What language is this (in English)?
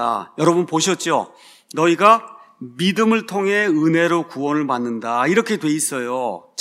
Korean